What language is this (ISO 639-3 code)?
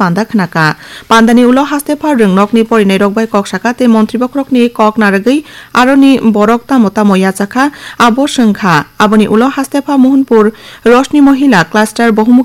trp